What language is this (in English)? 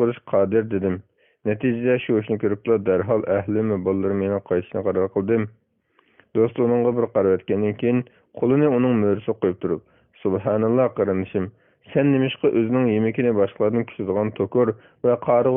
Uyghur